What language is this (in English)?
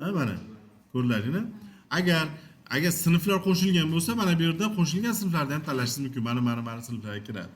Uzbek